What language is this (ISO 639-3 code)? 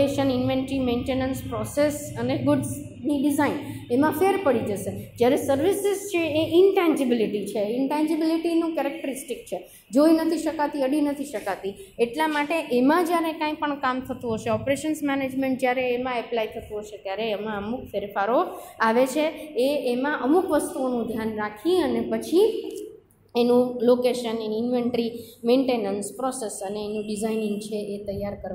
guj